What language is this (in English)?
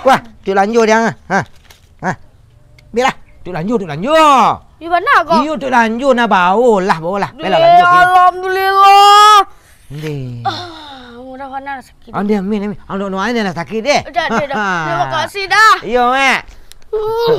Minangkabau